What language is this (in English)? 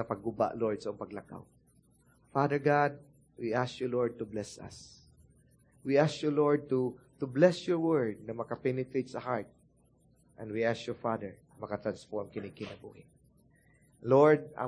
Cebuano